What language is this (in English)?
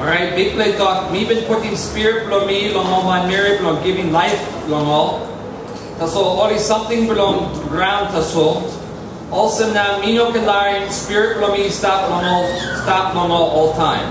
Tok Pisin